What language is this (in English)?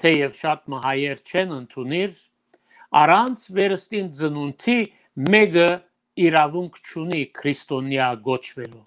Western Armenian